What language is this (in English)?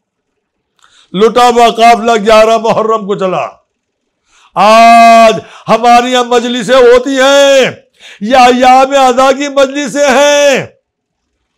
Urdu